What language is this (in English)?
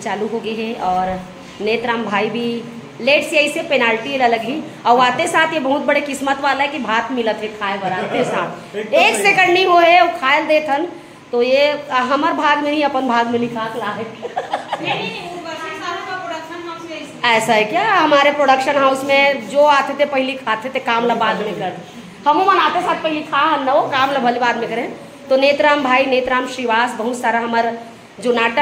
Chhattisgarhi